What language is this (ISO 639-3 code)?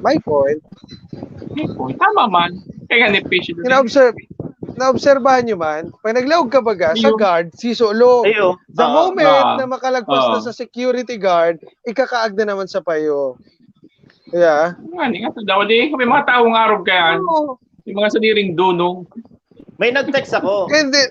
bik